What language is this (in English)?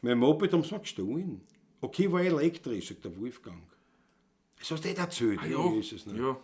Bavarian